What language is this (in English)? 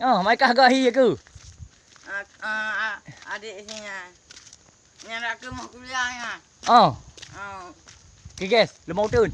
Achinese